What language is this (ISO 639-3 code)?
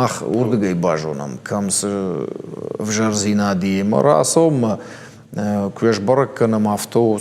oss